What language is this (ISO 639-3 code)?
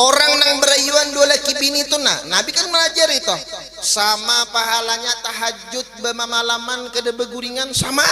bjn